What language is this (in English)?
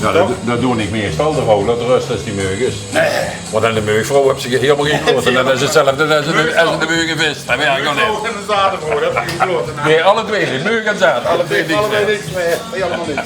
Limburgish